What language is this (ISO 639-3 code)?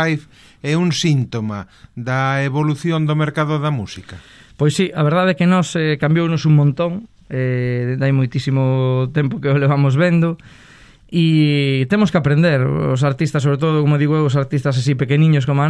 glg